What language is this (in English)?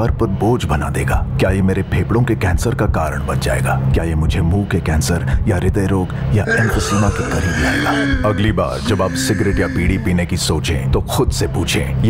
Hindi